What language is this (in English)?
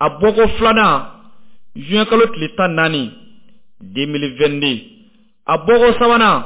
Bambara